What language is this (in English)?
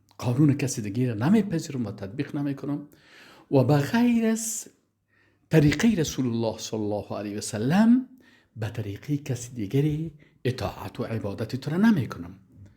Persian